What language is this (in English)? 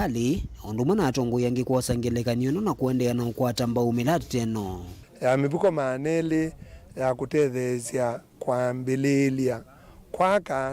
Kamba